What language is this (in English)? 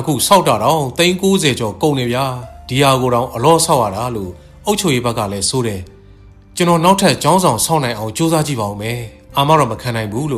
Burmese